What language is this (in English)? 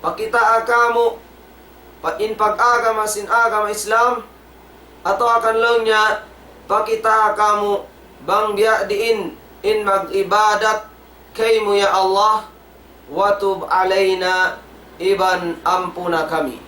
Tausug